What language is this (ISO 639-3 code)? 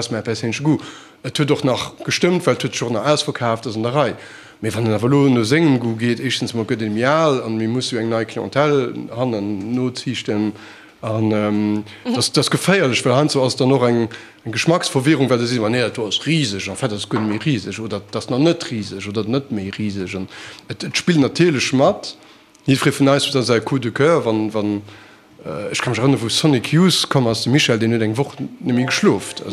ltz